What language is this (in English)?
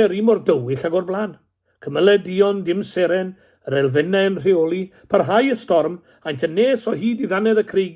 Welsh